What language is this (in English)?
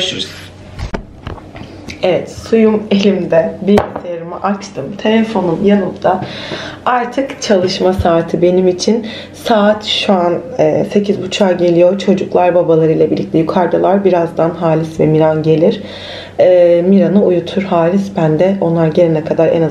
Turkish